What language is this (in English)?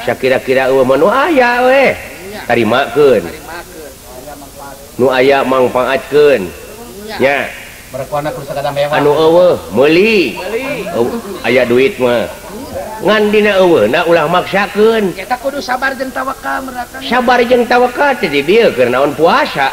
Sundanese